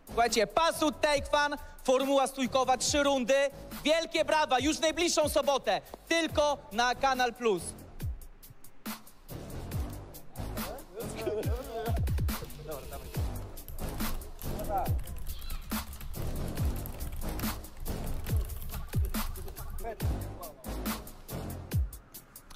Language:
Polish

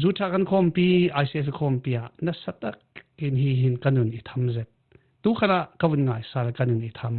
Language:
Falam Chin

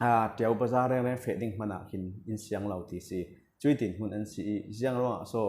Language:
Falam Chin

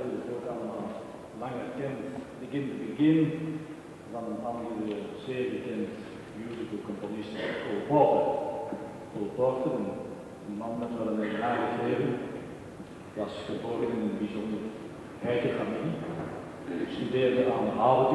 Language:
Dutch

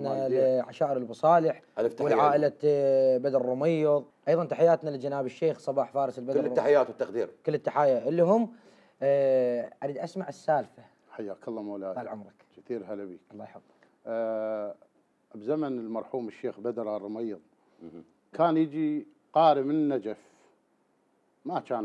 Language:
Mesopotamian Arabic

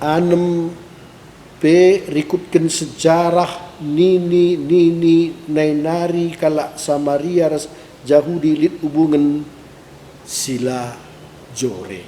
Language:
Batak Karo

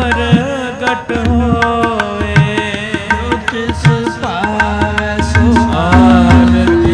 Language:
Punjabi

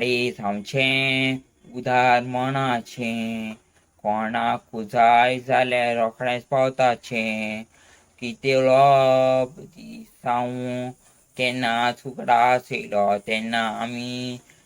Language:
Konkani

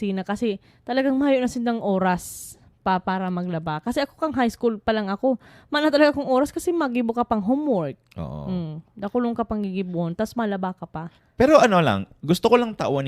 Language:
Bikol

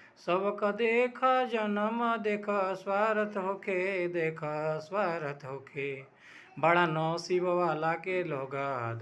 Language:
Bhojpuri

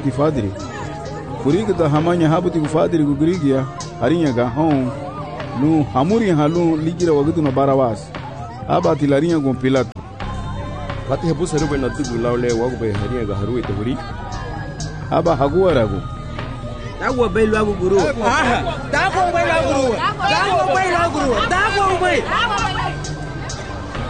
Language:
Garifuna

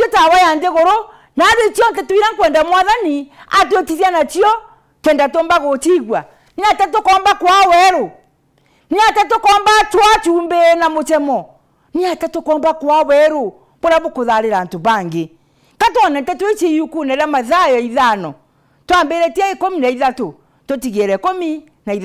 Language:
Meru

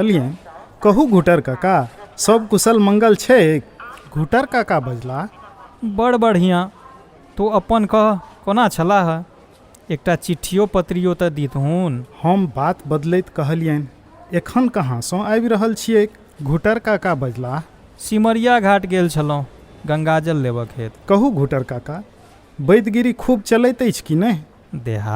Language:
Maithili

